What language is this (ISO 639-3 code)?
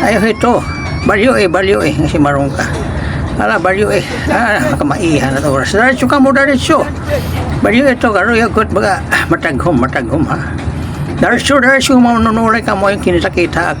war